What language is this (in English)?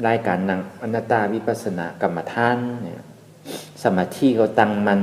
Shan